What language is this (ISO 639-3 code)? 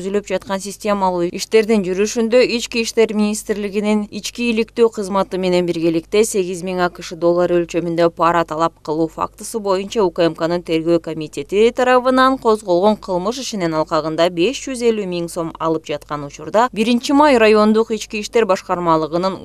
kir